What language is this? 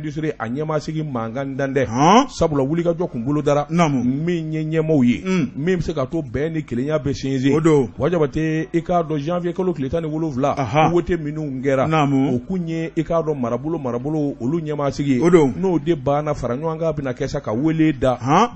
Bambara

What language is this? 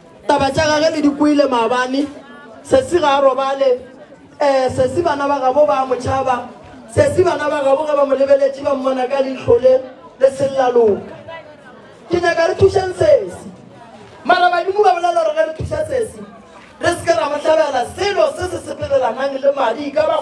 Northern Sotho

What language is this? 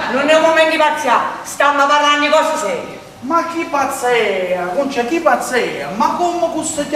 Neapolitan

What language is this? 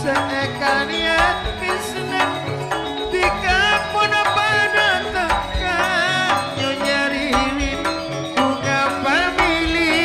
Madurese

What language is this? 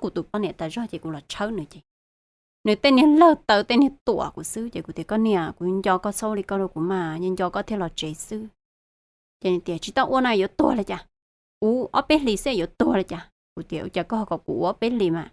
Hmong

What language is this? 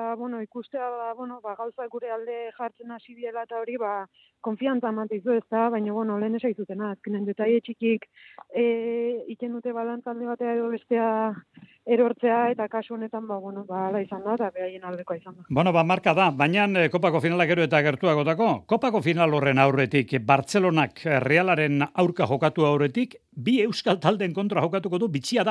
Basque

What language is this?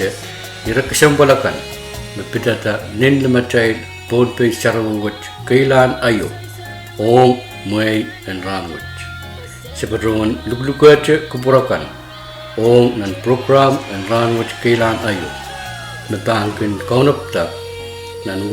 Pohnpeian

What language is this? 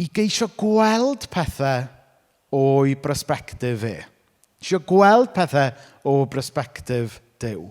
Welsh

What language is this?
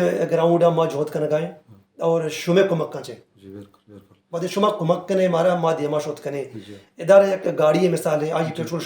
Baluchi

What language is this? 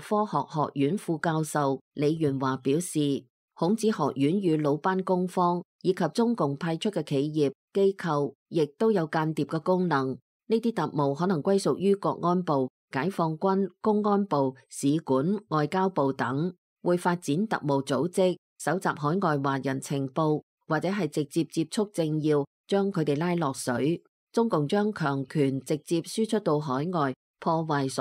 Cantonese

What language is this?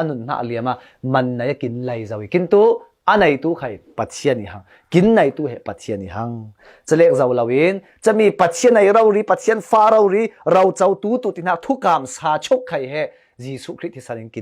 Falam Chin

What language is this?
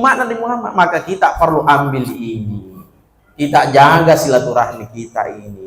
Buginese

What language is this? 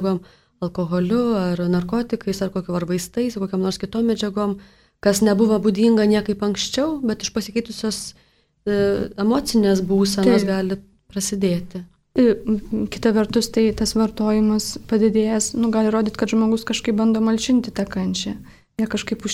Lithuanian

